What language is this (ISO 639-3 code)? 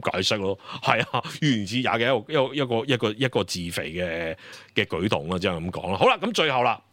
yue